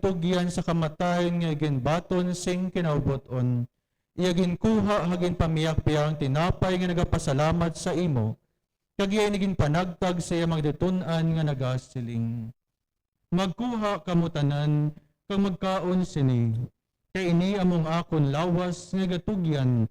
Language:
Hiligaynon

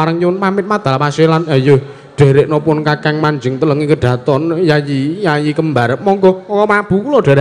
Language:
Javanese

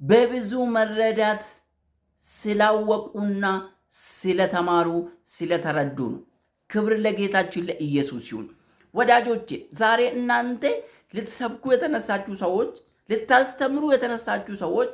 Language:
Amharic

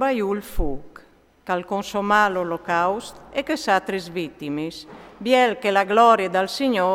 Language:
Friulian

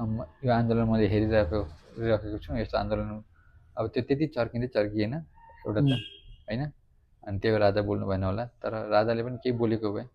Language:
Nepali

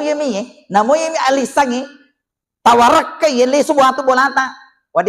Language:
Buginese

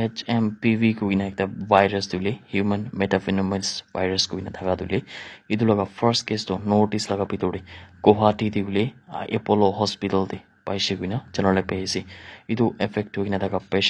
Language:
Naga Pidgin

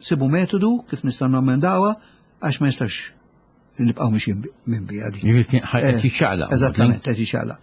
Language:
Maltese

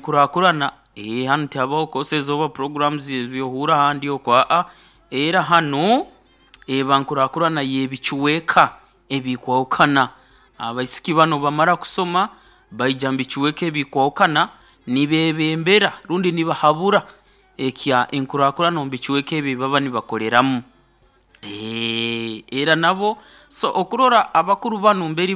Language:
Nyoro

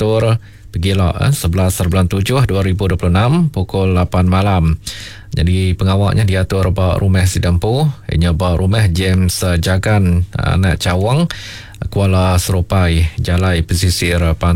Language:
Iban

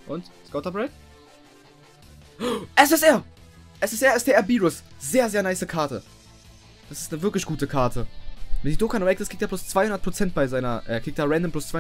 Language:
German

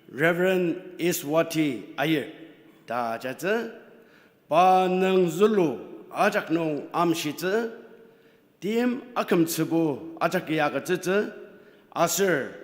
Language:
Ao Naga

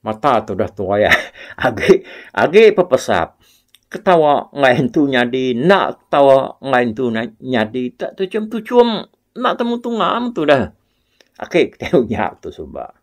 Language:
Iban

